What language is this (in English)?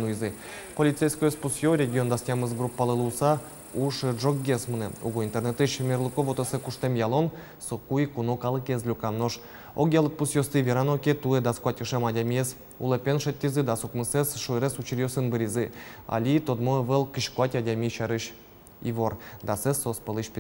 Udmurt